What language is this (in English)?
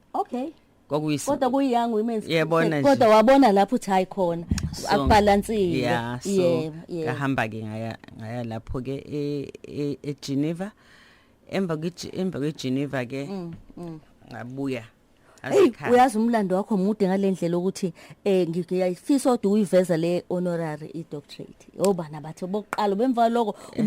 Zulu